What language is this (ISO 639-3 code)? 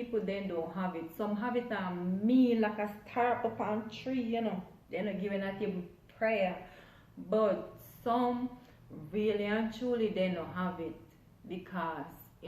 jam